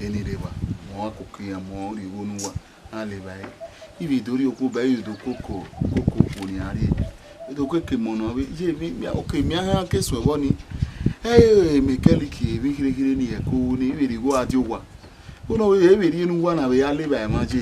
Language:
Bini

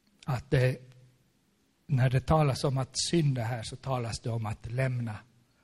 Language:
Swedish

